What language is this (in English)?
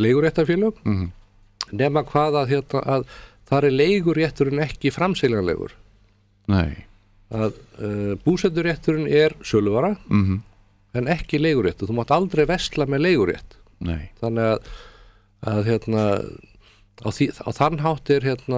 Icelandic